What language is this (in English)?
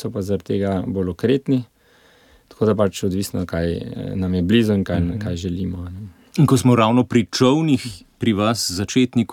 Slovenian